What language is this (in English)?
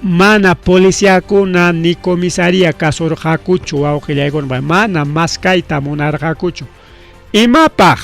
Ayacucho Quechua